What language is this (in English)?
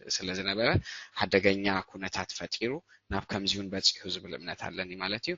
Tigrinya